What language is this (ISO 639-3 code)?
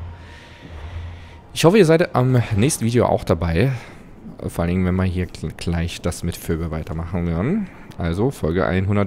deu